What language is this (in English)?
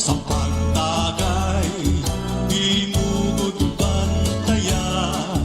Waray